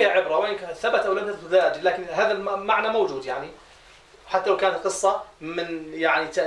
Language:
Arabic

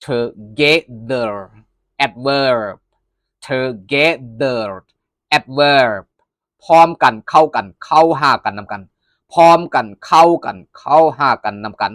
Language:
Lao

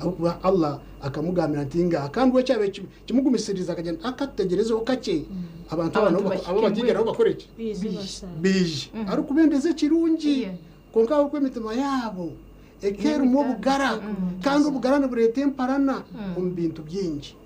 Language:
Nyankole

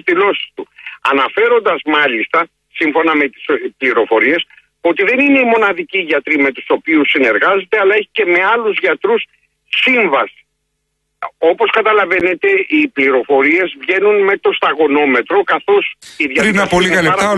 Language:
Greek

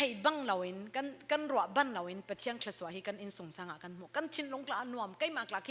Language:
Falam Chin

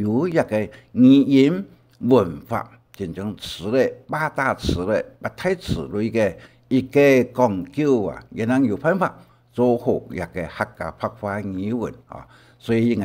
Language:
Hakka Chinese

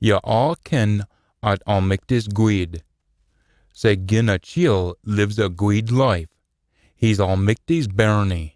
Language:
Scots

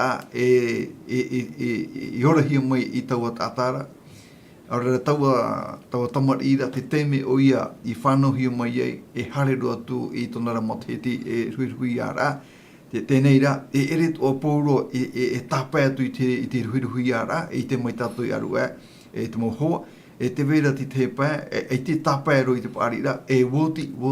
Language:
Tahitian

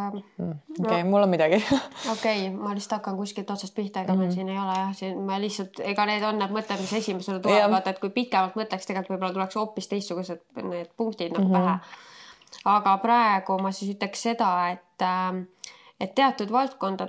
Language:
Estonian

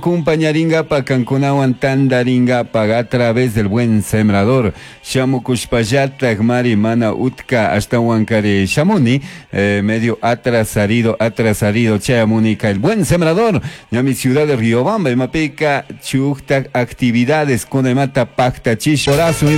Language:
Chimborazo Highland Quichua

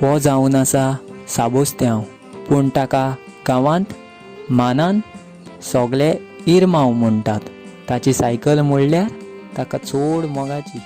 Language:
Konkani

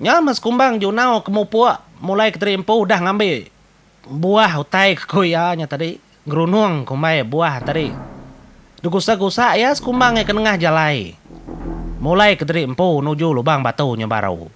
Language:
Iban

